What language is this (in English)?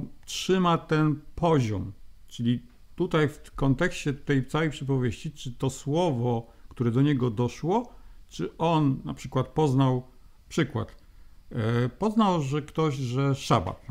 Polish